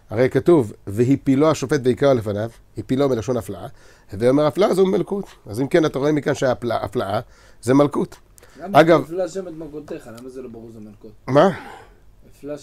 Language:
Hebrew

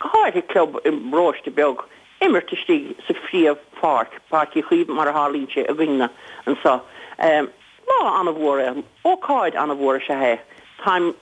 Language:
Irish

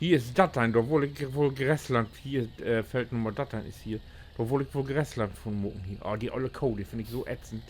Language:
Low German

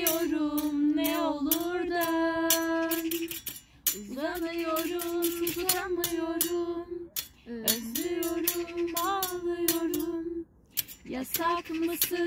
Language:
Turkish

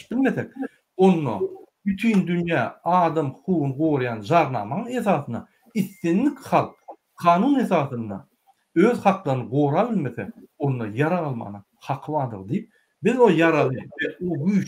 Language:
Turkmen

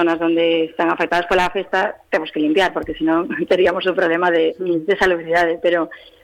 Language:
Galician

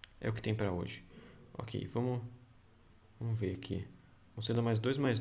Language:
Portuguese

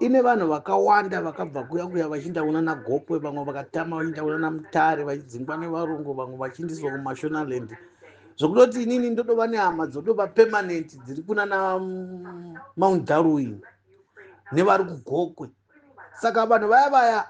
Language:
Shona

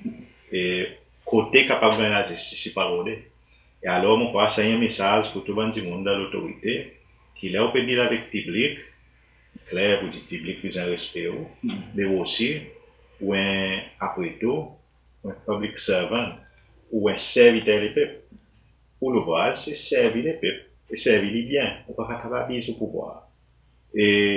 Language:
Seselwa Creole French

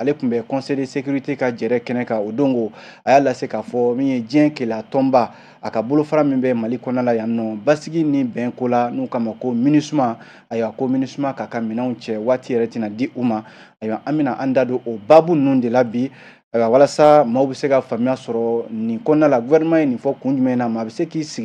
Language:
Bambara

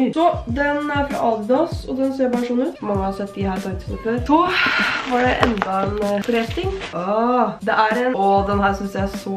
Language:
Norwegian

